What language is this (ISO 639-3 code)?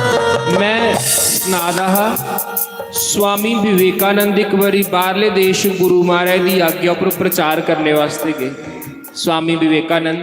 doi